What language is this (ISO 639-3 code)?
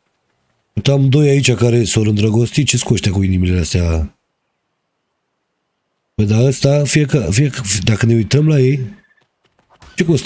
ron